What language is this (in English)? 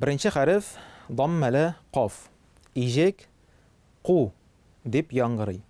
Tatar